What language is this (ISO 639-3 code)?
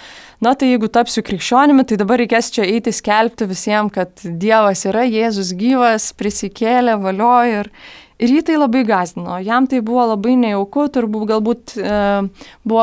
lit